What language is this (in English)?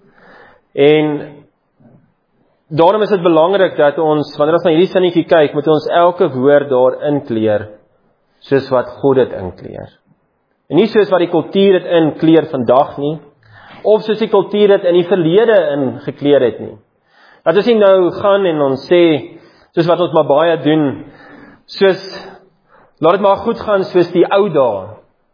Afrikaans